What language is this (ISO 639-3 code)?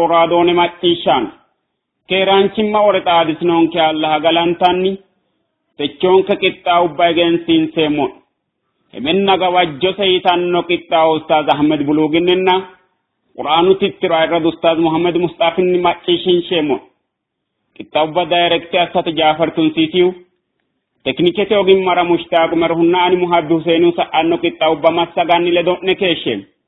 sid